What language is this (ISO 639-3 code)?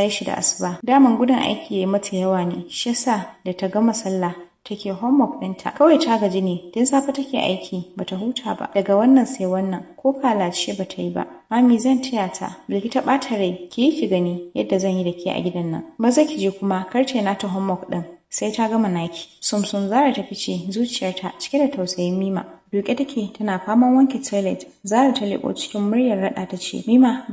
hau